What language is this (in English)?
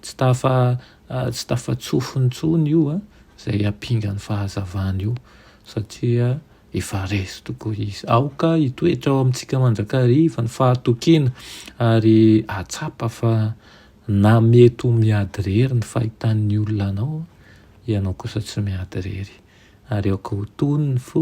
Malagasy